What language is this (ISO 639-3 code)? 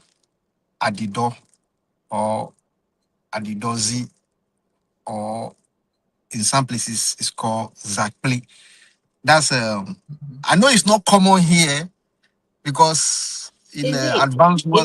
ewe